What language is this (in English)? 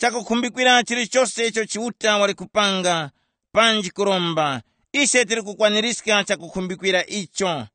Tumbuka